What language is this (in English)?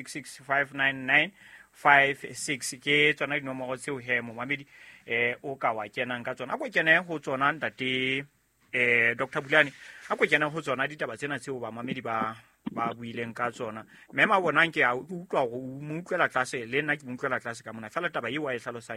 Southern Sotho